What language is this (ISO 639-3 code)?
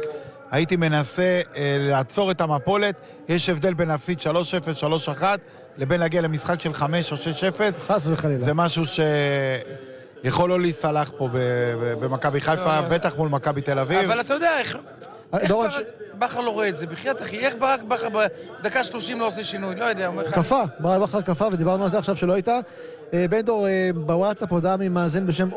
heb